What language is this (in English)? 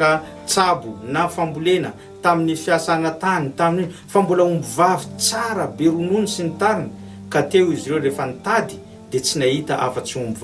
Malagasy